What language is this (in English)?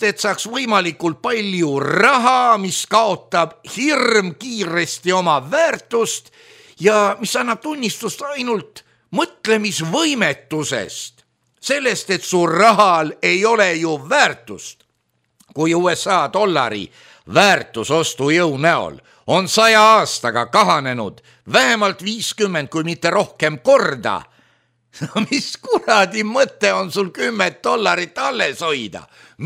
Estonian